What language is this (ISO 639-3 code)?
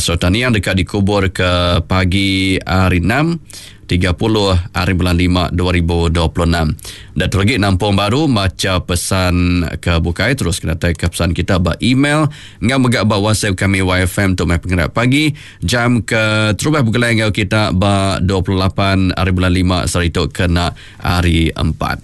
iba